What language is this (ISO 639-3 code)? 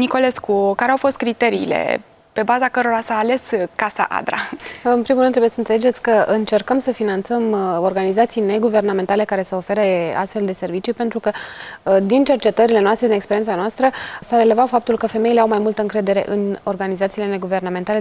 ron